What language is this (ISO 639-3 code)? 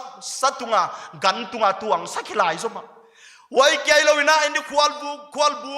pck